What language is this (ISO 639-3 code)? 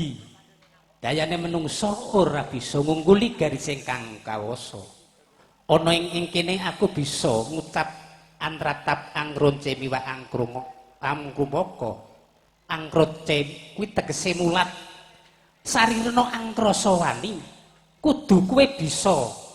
jav